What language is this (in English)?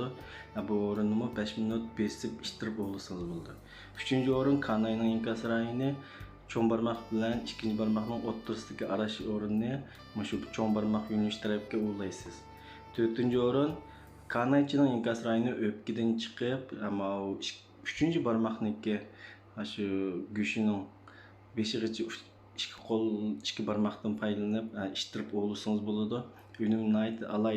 Uyghur